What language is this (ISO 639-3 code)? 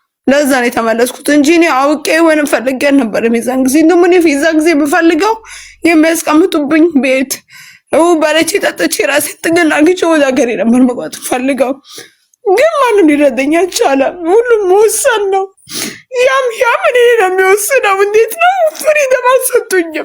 amh